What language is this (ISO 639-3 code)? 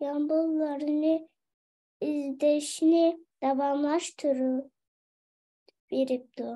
uig